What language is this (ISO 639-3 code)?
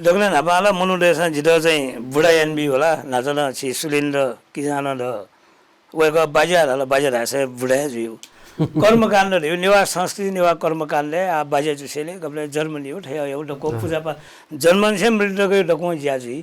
new